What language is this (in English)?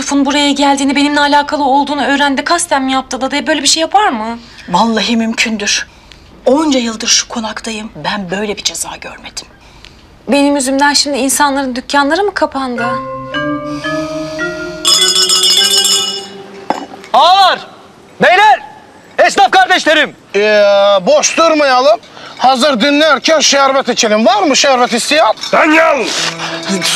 Turkish